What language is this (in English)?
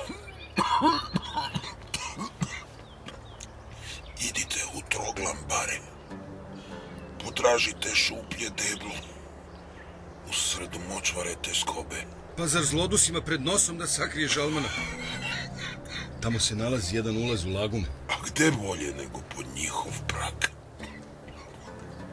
Serbian